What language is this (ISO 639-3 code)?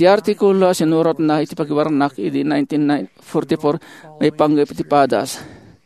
ilo